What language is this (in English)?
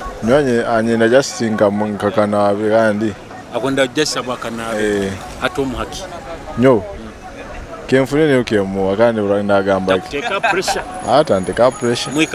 Nyoro